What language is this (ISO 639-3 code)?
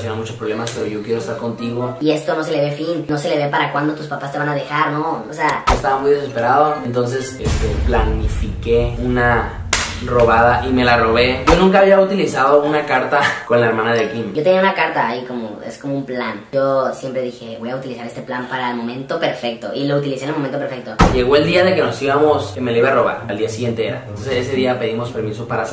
spa